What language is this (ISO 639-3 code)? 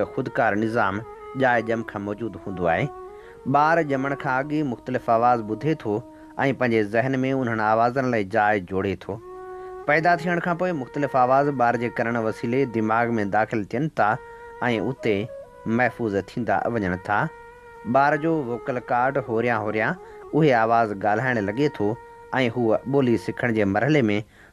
snd